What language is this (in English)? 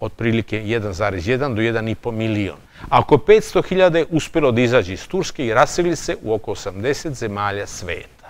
Serbian